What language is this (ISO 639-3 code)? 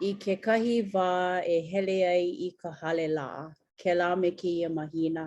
haw